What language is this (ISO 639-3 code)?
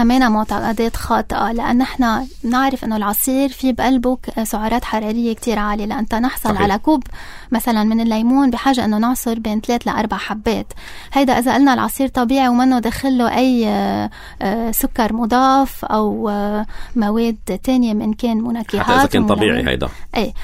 apc